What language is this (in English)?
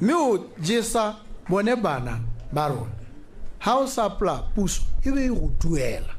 Tswana